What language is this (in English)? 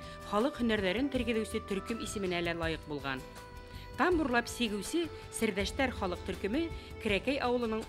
Bashkir